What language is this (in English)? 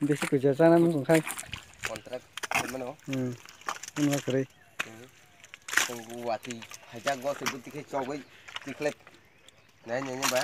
Kok Borok